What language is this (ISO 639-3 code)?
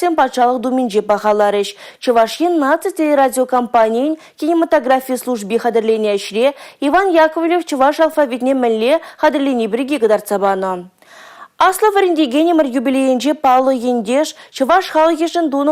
chv